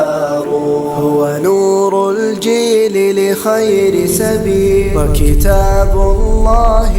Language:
Fula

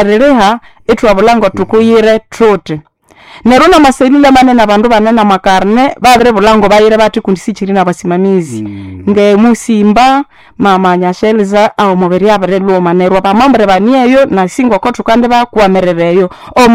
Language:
Nande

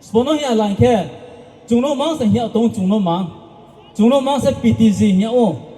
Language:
Riang (India)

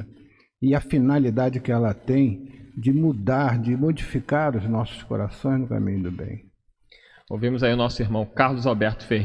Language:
Portuguese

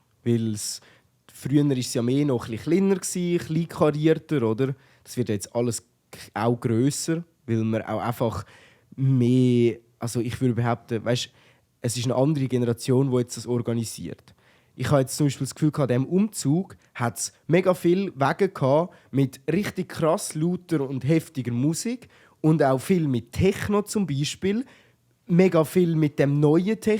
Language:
Swiss German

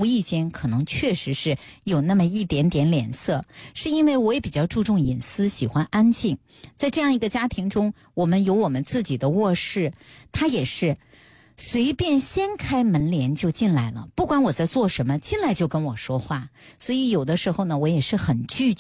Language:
Chinese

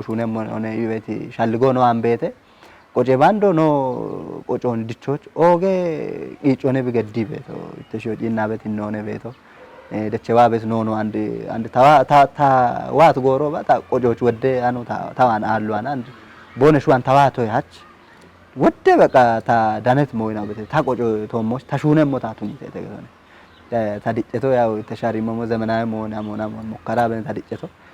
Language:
Kafa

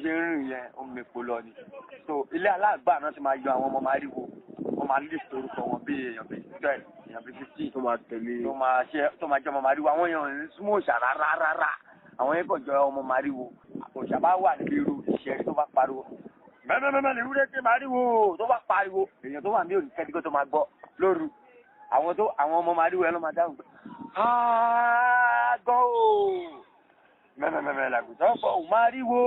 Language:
Yoruba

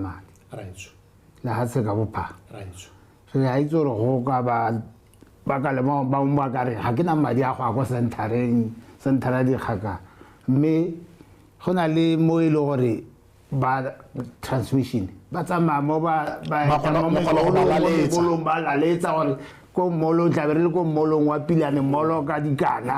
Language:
Tswana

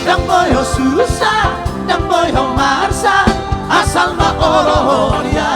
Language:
Batak Toba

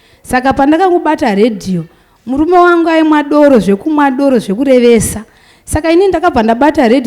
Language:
Shona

